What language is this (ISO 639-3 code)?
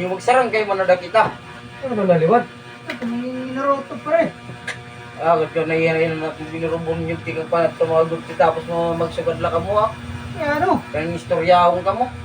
war